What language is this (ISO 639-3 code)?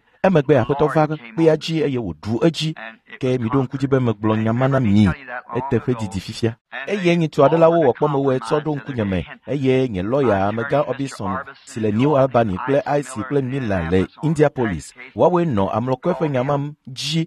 ewe